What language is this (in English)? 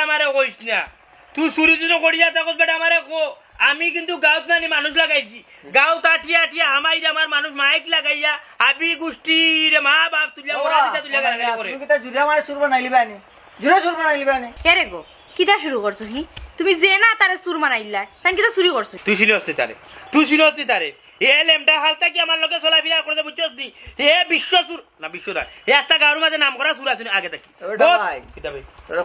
Sylheti